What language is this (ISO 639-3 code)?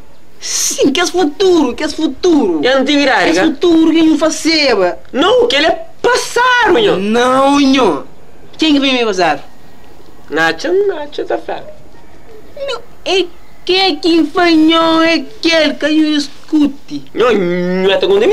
kea